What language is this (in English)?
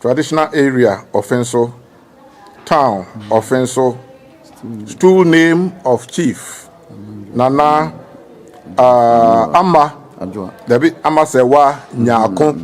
Akan